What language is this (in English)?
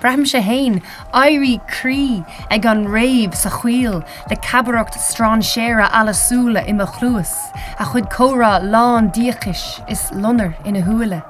Irish